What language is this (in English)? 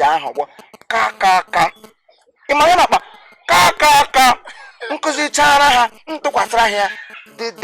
Igbo